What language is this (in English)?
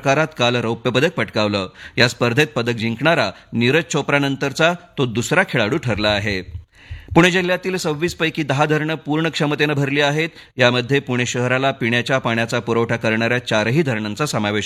Marathi